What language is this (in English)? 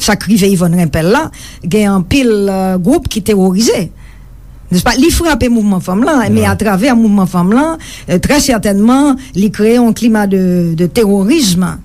Haitian Creole